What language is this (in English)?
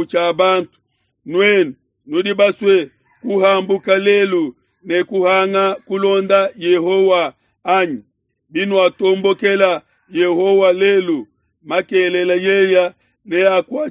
Luba-Lulua